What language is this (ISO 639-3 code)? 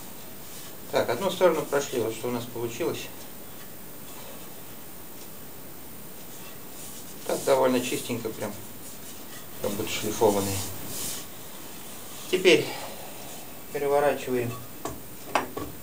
rus